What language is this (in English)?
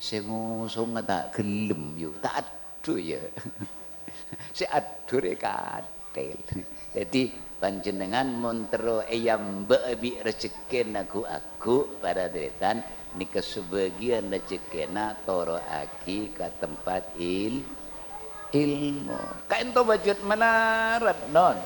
Madurese